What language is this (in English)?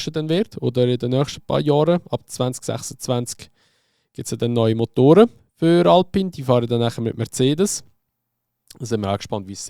Swiss German